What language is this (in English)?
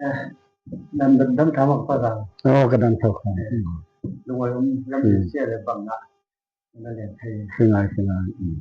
Falam Chin